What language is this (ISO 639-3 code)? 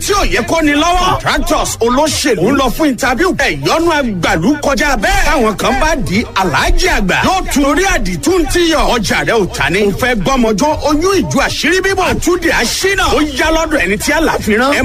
yor